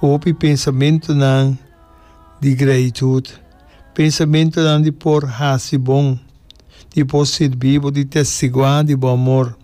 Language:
Papiamento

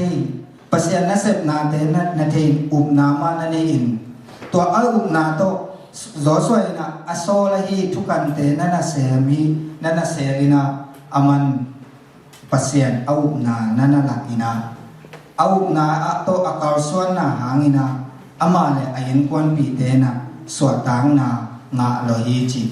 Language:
Tedim Chin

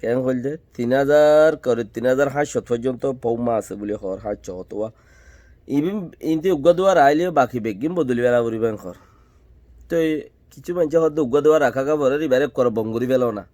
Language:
Rohingya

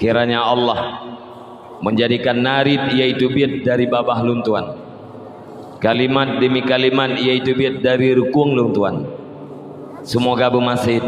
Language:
Achinese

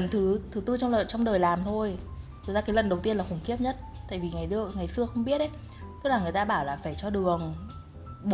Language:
Vietnamese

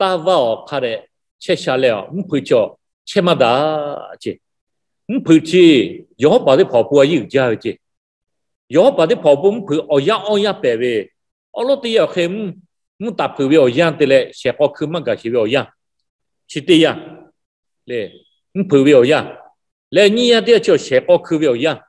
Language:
Lahu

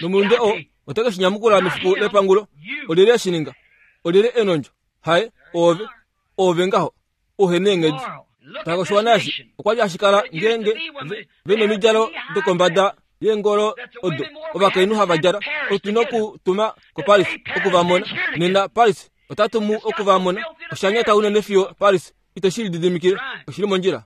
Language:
Kuanyama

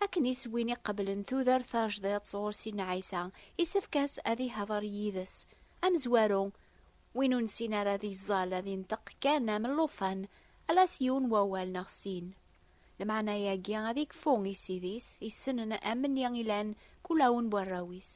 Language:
Kabyle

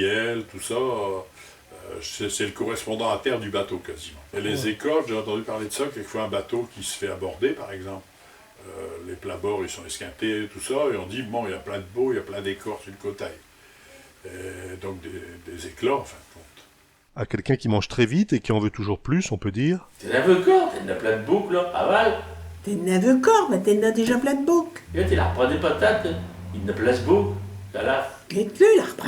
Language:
Picard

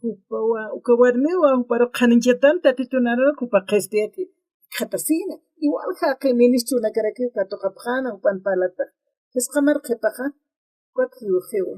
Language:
Aymara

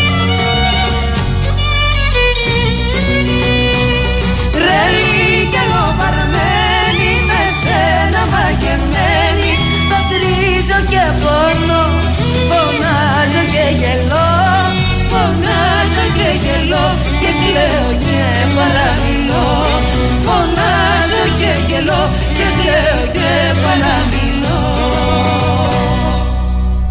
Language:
Greek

